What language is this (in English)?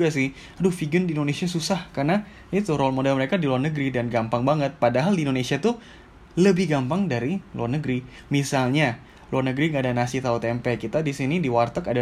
Indonesian